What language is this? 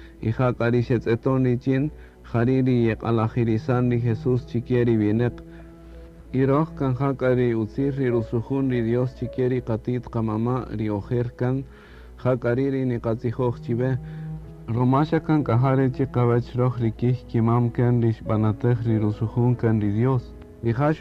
Kaqchikel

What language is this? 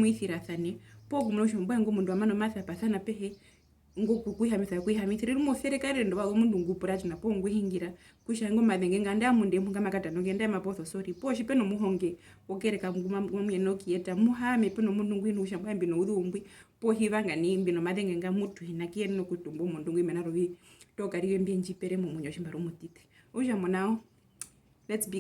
Herero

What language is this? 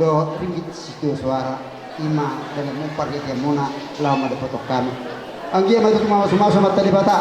Batak Toba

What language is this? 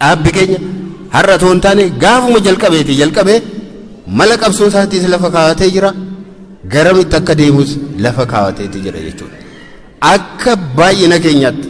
Oromo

